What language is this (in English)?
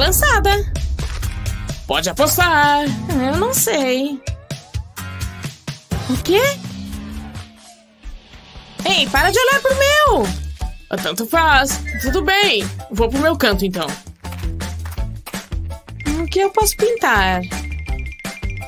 Portuguese